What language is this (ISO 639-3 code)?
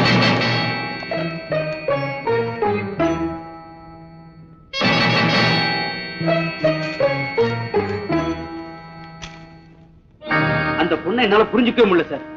tam